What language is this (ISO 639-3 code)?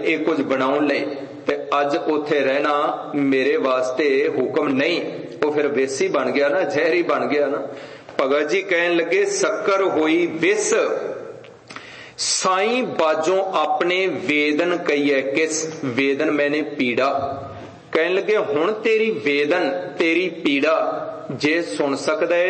pan